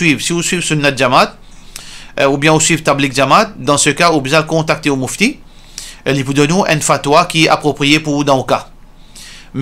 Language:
Morisyen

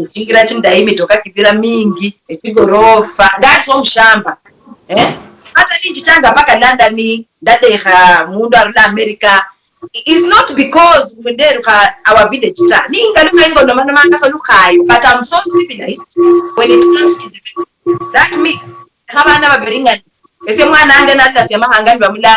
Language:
Luyia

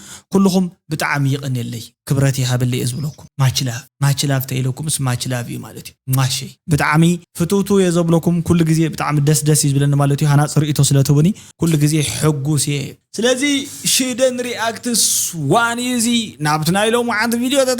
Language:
Tigrinya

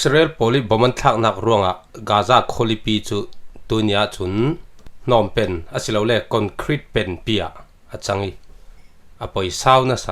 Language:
Falam Chin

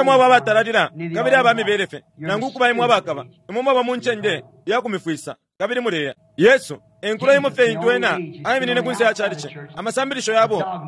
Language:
Bemba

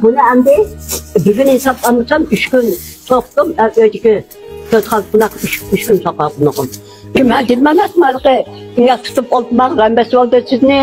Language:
Uyghur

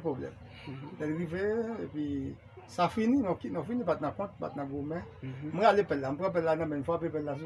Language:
Haitian Creole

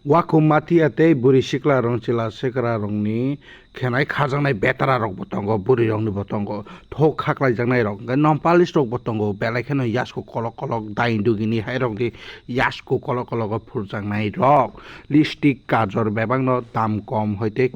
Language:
Kok Borok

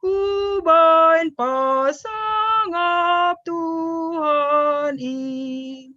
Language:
Batak Simalungun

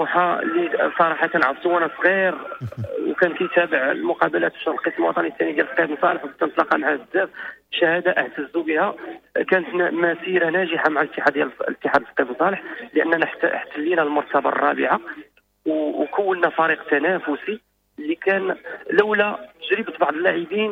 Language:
Moroccan Arabic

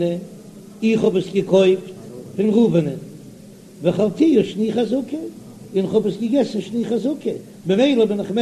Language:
Yiddish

